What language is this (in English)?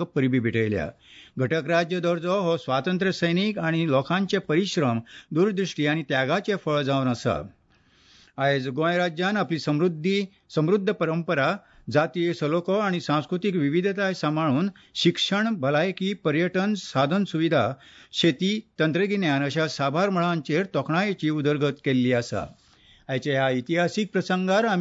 Konkani